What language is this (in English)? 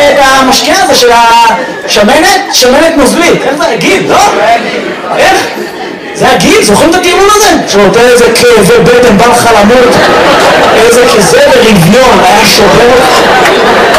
Hebrew